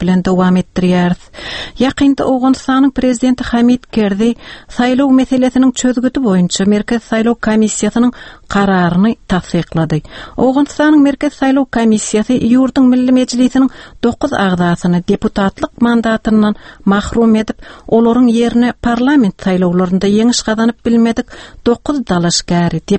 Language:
Turkmen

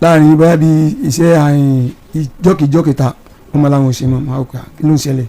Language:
Yoruba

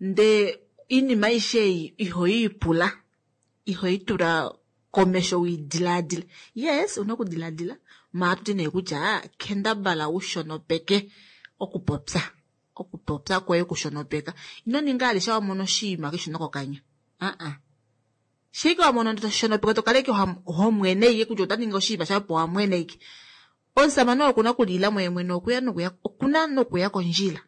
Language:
Kuanyama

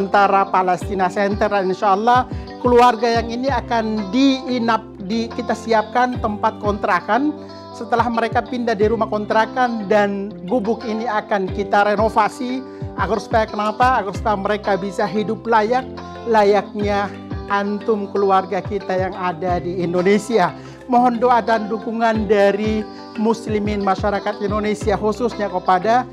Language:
Indonesian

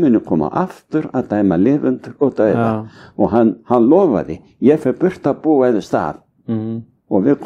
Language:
Icelandic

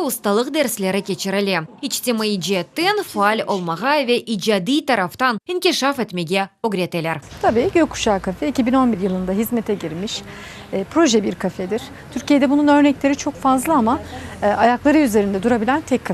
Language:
Crimean Tatar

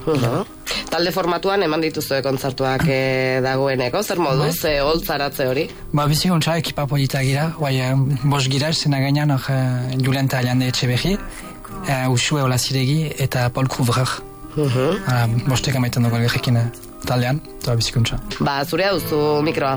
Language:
Basque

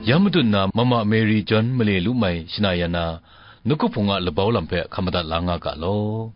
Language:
Kachin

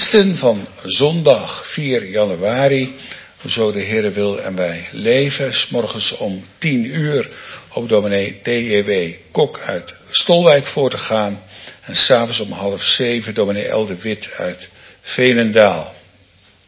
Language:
Dutch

